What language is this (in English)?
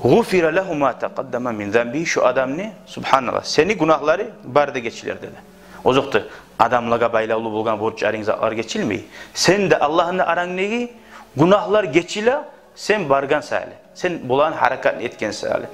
Kumyk